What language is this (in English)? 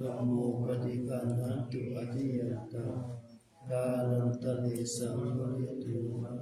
Pali